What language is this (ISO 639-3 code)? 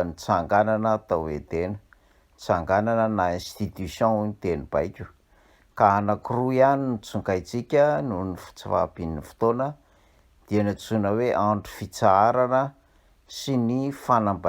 mlg